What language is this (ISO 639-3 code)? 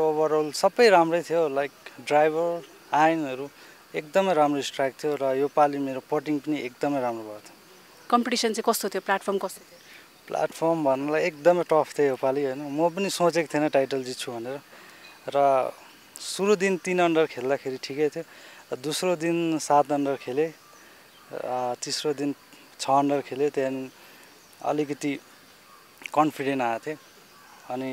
nep